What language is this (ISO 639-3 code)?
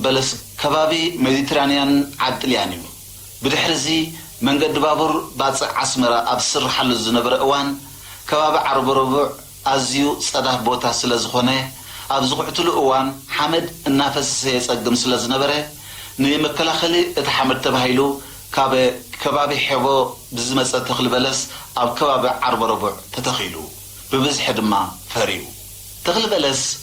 tir